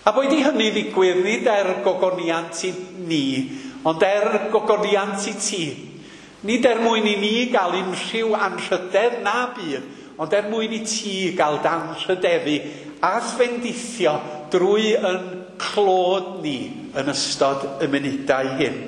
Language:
Welsh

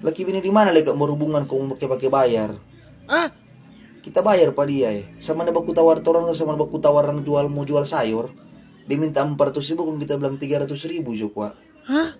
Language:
Manado Malay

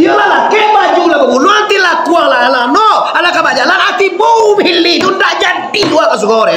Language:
Minangkabau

